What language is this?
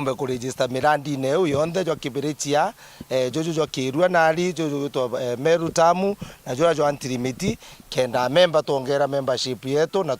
Meru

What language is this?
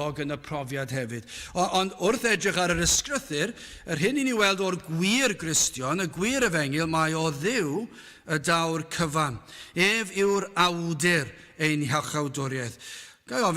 Welsh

